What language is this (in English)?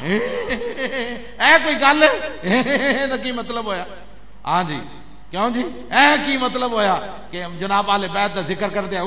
Western Panjabi